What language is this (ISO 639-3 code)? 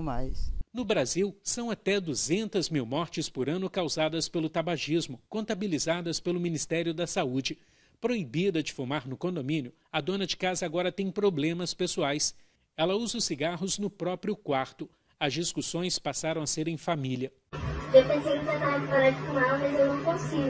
por